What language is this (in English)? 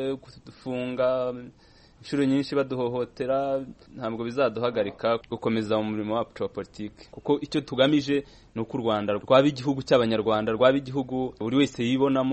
Kinyarwanda